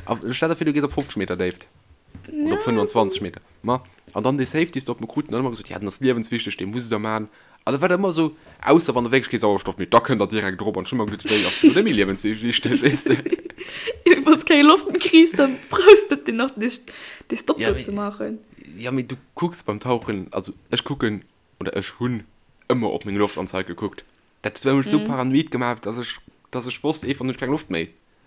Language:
Luxembourgish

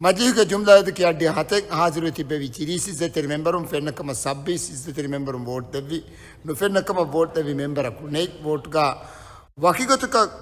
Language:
Divehi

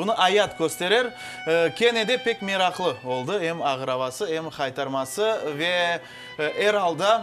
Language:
Crimean Tatar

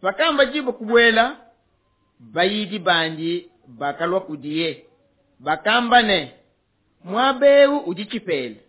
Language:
Luba-Lulua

